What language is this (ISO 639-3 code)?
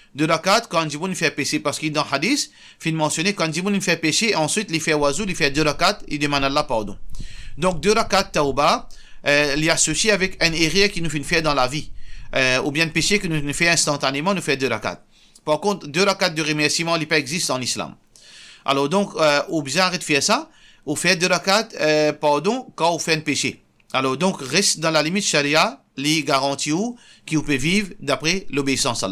mfe